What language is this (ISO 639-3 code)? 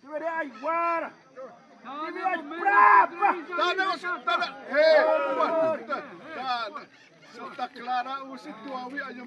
xav